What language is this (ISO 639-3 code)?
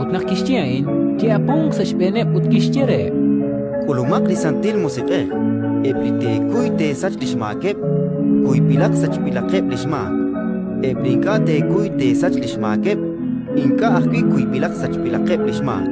kek